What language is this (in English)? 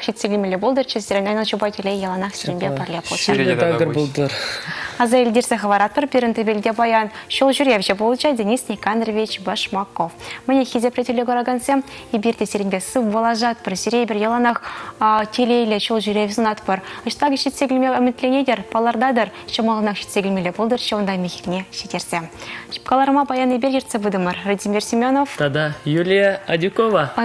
Chuvash